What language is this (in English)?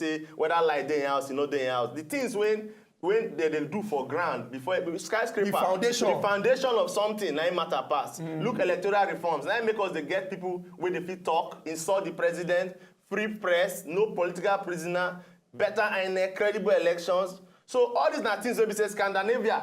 Nigerian Pidgin